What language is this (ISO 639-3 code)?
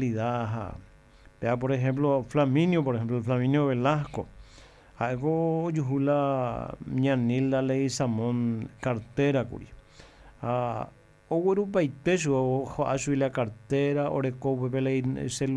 grn